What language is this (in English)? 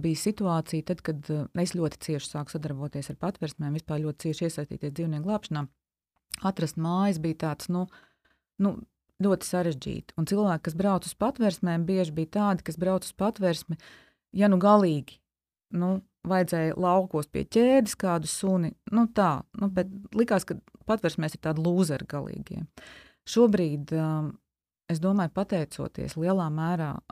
Latvian